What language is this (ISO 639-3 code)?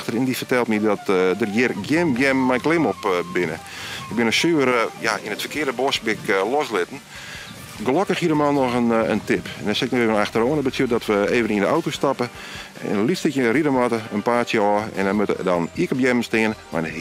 fry